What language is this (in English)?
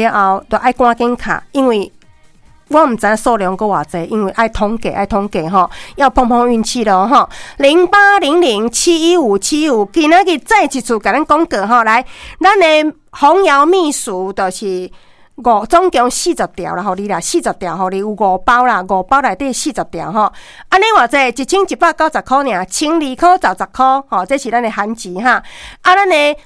Min Nan Chinese